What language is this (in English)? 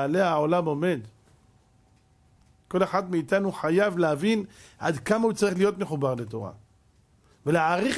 Hebrew